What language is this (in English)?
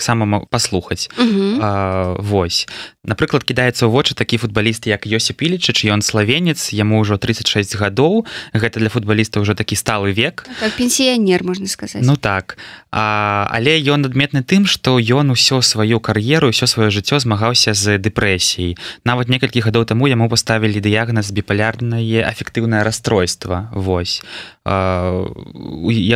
Belarusian